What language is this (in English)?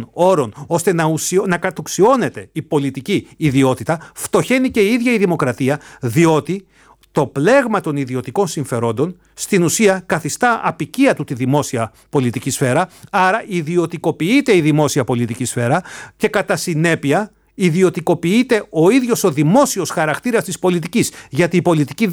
Greek